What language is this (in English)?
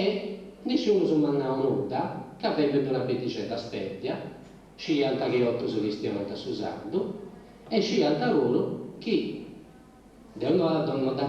Sardinian